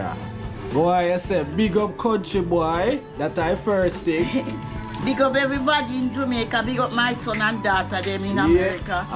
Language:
Jamaican Creole English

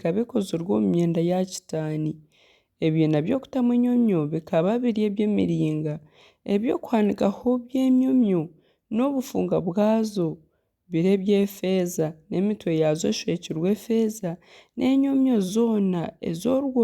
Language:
Nyankole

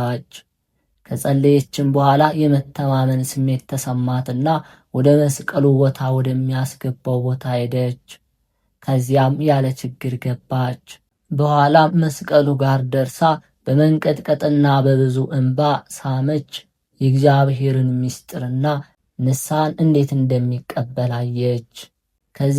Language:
Amharic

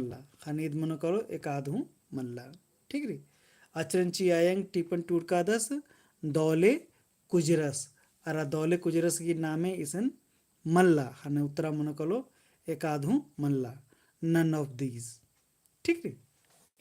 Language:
Kurukh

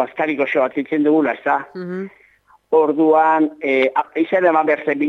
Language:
Basque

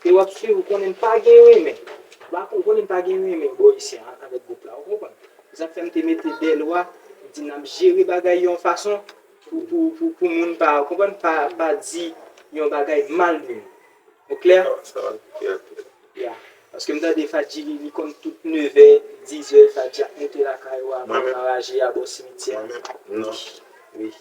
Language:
Haitian Creole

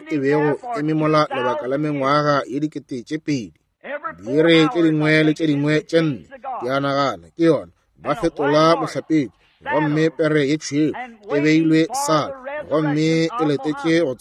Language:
Northern Sotho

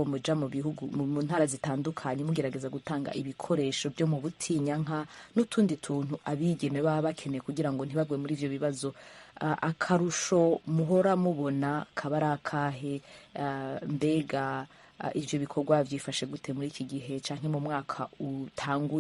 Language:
Rundi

